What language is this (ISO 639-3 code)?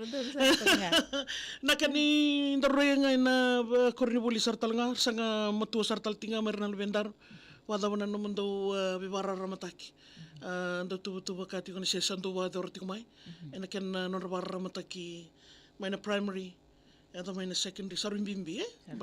fij